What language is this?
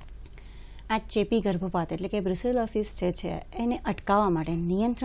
Gujarati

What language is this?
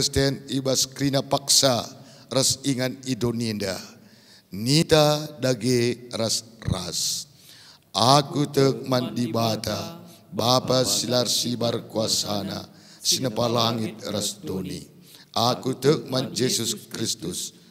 Batak Karo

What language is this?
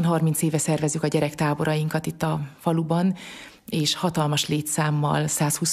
Hungarian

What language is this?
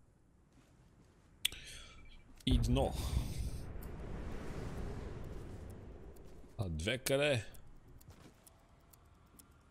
Bulgarian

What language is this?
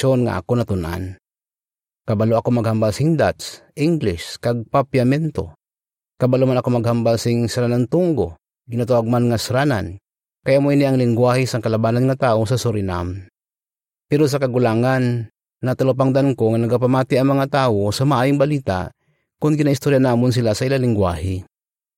Hiligaynon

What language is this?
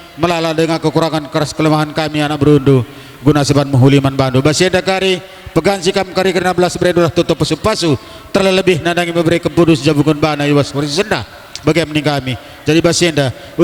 Batak Karo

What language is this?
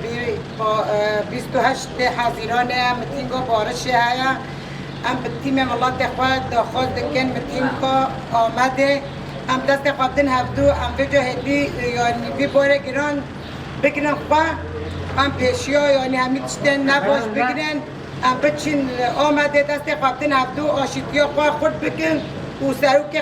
Kurdish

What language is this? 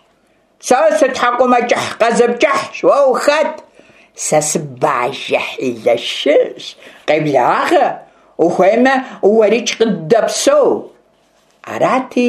Kabardian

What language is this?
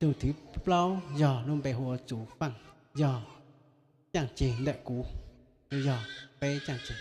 Hmong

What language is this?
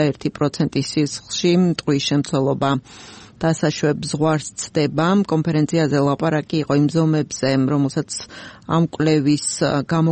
Georgian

